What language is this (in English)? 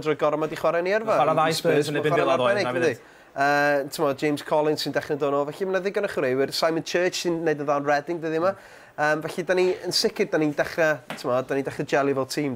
Welsh